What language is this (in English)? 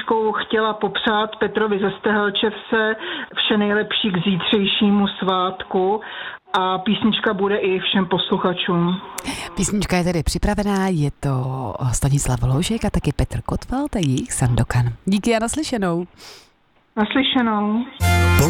Czech